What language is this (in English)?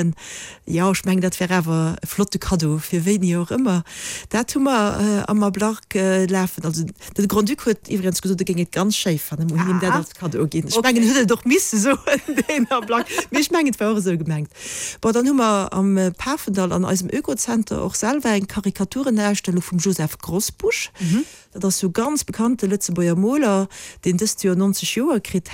Luxembourgish